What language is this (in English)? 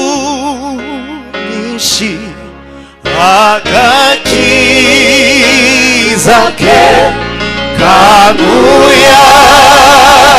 Kinyarwanda